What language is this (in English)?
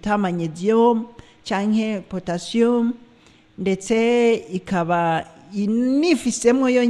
Rundi